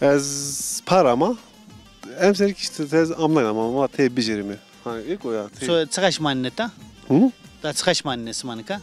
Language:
Zaza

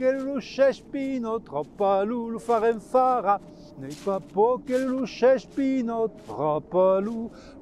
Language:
Occitan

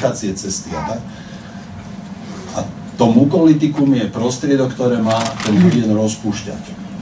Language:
Slovak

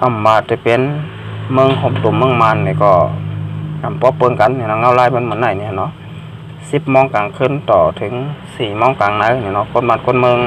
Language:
Shan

